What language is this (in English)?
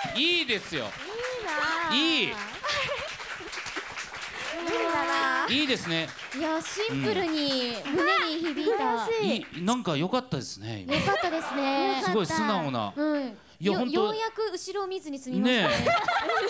Japanese